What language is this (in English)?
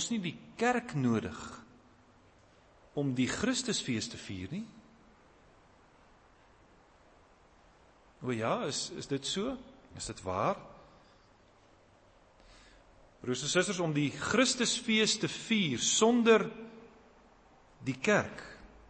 Afrikaans